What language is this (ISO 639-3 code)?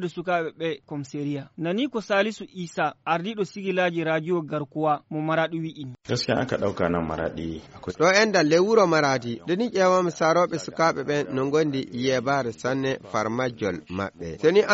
ful